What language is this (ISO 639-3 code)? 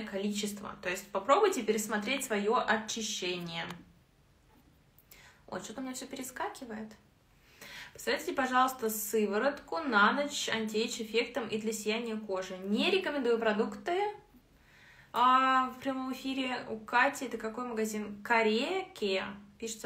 rus